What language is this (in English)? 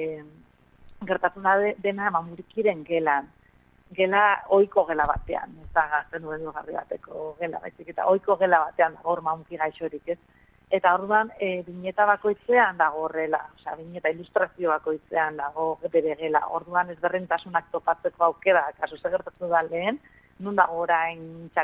Basque